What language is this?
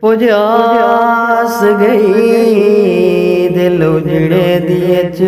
Saraiki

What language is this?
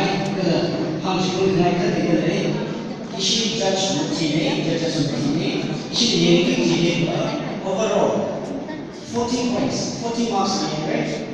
Tangkhul Naga (India)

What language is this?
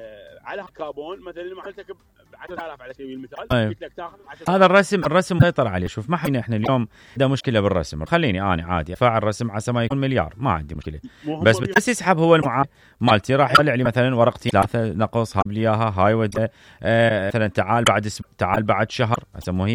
Mesopotamian Arabic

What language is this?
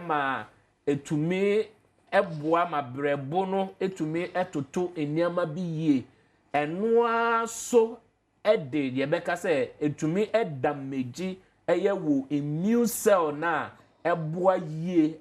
Akan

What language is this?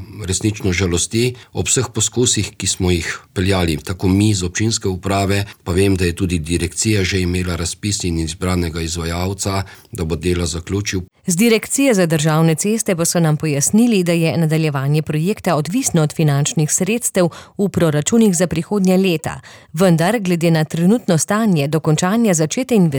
Slovenian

